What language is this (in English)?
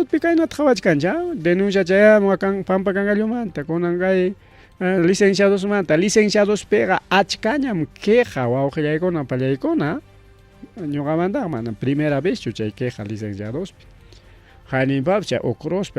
Ayacucho Quechua